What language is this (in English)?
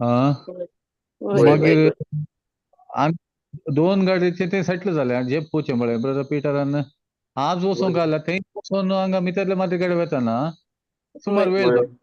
Konkani